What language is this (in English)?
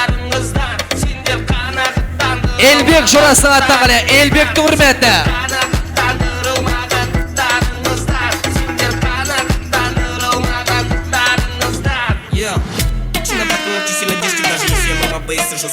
Kara-Kalpak